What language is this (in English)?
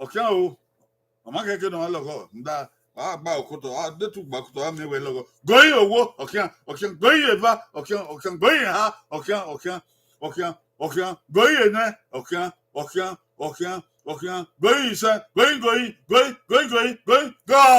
Bini